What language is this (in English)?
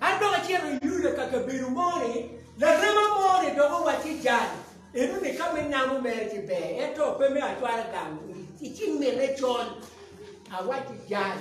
Acoli